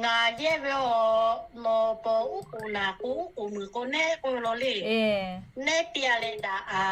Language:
Lahu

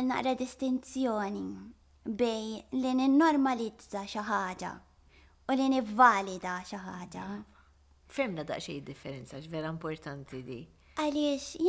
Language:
Maltese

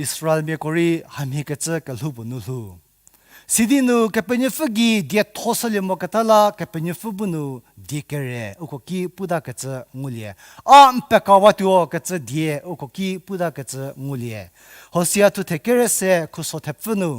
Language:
Angami Naga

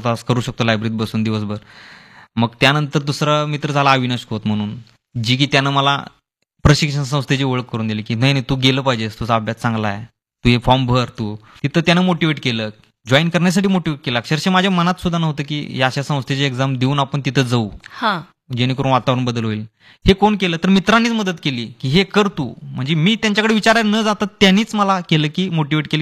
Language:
Marathi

